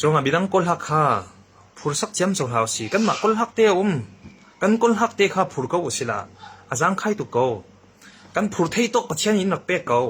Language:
Hakha Chin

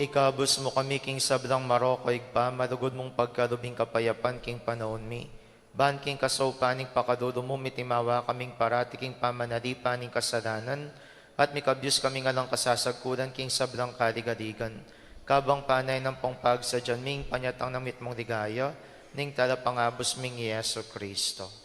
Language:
Pampanga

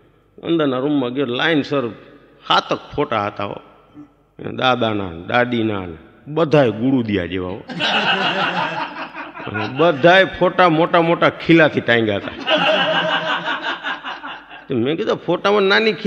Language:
Gujarati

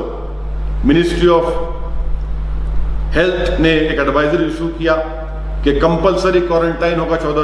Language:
Urdu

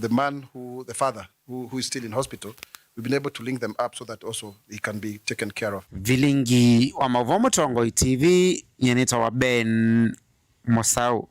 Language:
Kamba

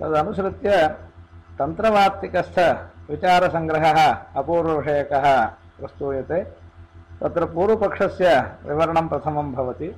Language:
Sanskrit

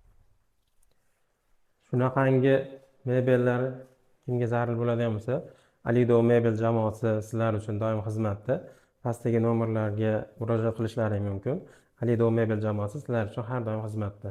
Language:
Uzbek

